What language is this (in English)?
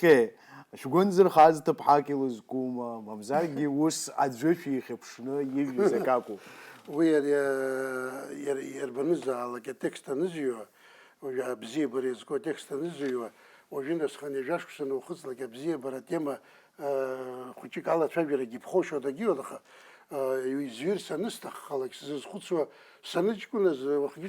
Abkhazian